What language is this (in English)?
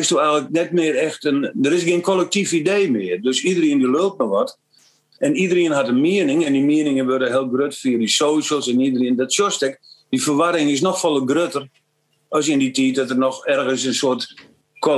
Western Frisian